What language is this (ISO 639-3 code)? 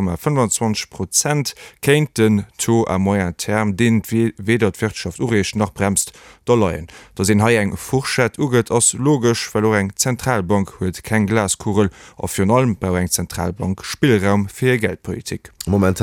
ltz